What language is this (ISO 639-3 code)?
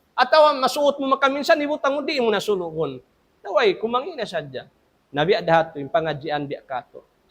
tsg